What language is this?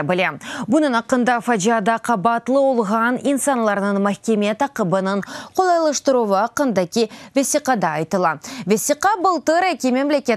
Crimean Tatar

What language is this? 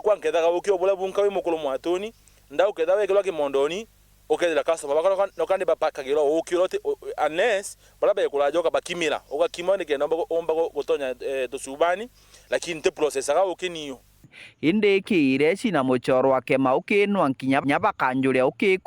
Meru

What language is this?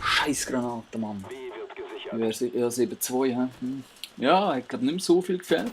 Swiss German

